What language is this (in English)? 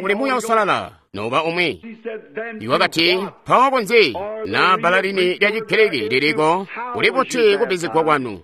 Tonga (Zambia)